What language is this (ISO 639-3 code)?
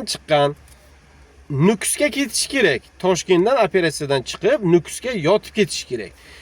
uzb